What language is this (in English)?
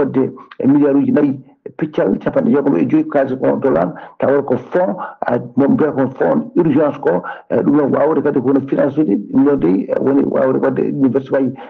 Fula